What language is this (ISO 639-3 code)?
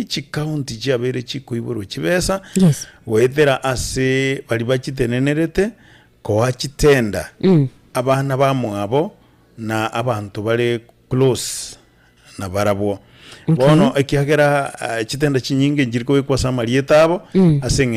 guz